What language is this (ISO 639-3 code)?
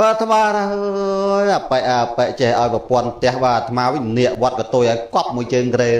khm